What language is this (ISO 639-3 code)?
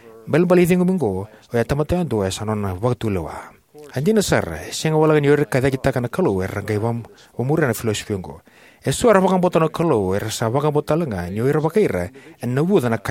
fij